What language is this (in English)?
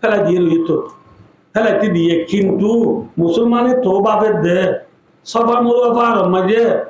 Rohingya